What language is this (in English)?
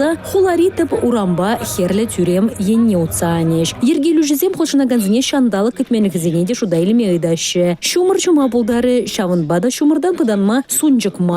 Chuvash